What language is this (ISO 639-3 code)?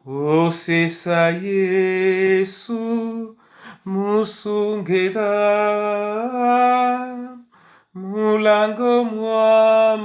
dua